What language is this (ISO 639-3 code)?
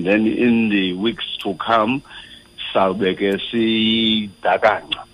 xho